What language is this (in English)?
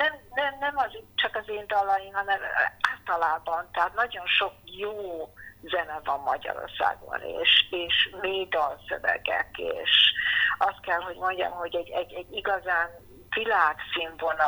Hungarian